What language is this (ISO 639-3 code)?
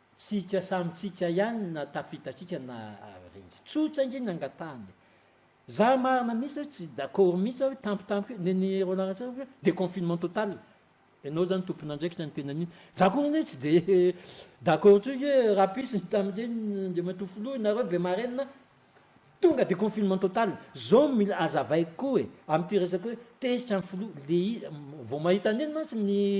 mlg